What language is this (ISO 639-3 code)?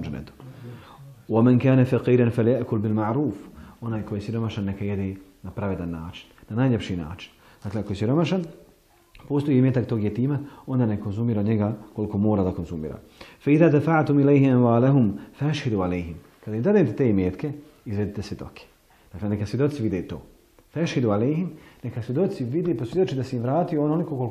bos